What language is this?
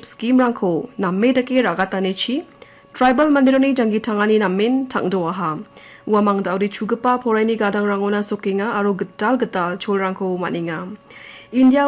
Garo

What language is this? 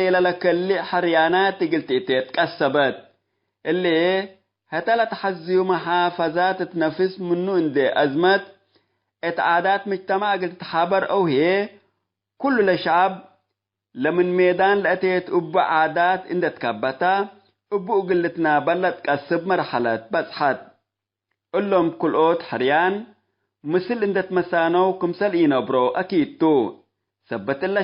Tigre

